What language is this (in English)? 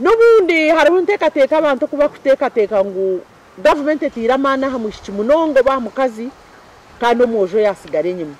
Nyankole